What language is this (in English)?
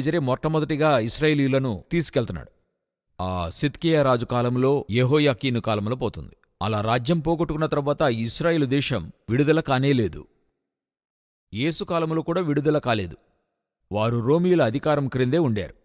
Telugu